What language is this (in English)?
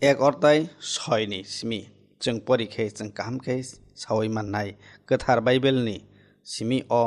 Kok Borok